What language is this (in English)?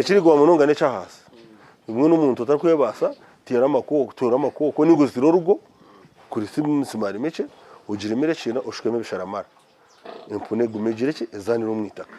Nyankole